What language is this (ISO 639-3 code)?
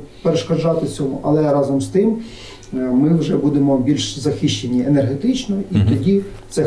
ukr